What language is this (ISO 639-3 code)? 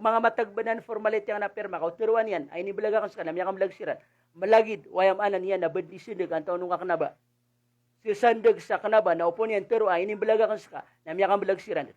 mrw